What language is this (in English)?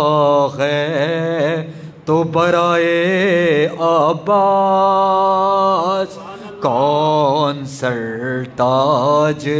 Urdu